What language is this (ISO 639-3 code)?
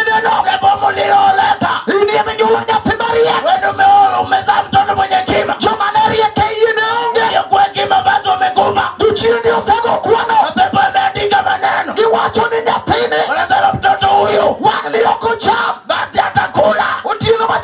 luo